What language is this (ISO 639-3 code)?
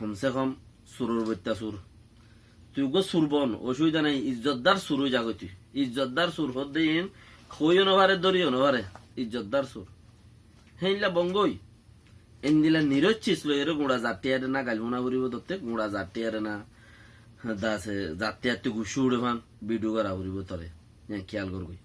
rhg